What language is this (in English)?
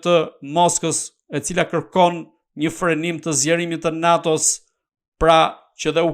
Albanian